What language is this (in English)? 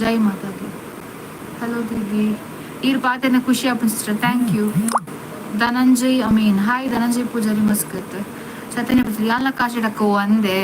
Tulu